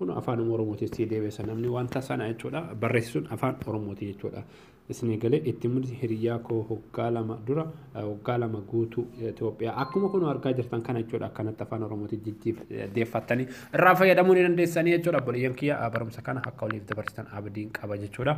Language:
Oromo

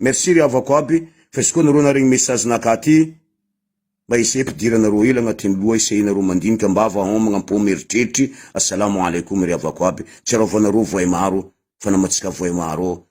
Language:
Malagasy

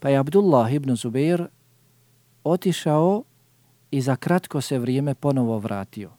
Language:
Bosnian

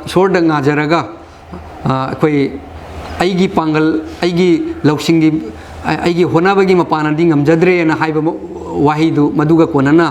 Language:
Manipuri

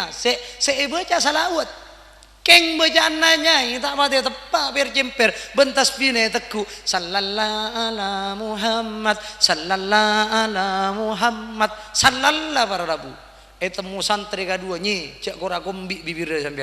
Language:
Madurese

